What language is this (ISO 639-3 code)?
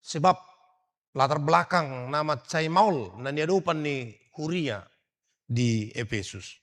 bbc